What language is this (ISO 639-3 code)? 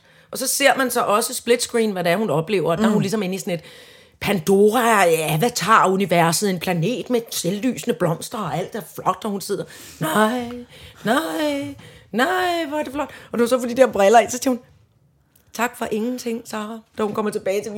dan